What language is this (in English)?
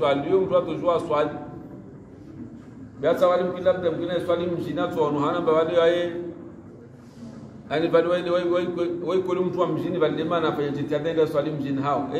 Swahili